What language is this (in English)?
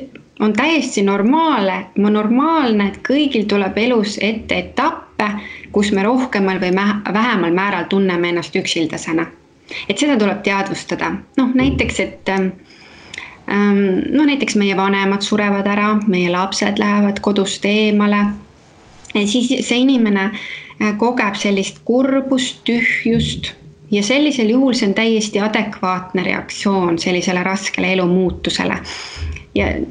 Estonian